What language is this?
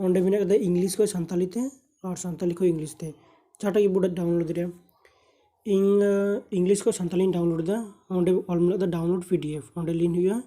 Santali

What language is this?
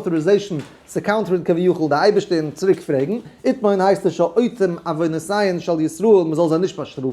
Yiddish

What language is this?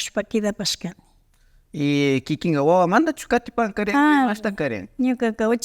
Imbabura Highland Quichua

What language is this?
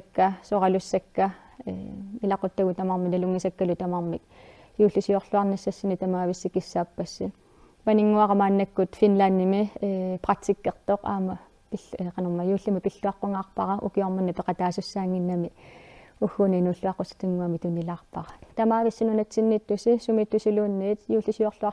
Kalaallisut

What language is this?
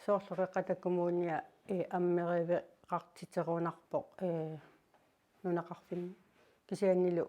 Kalaallisut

